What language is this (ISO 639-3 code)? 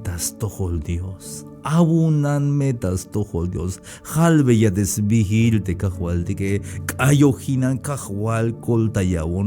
tzh